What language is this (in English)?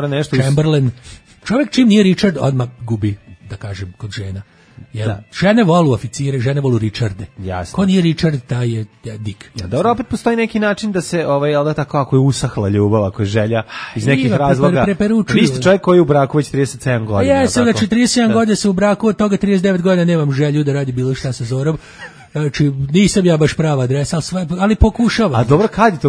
Serbian